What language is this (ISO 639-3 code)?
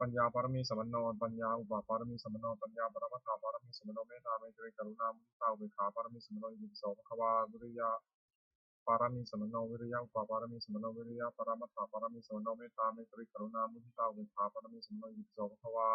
pli